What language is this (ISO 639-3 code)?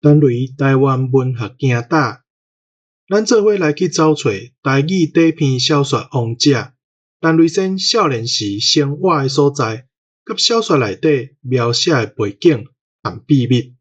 nan